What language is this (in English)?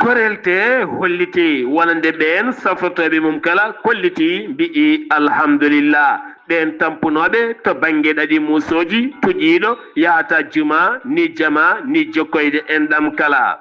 Fula